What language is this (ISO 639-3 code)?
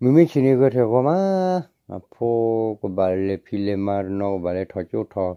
ksw